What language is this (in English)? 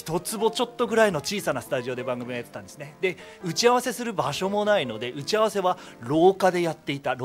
Japanese